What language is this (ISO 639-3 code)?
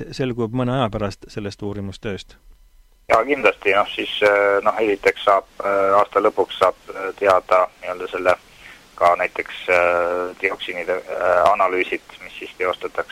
est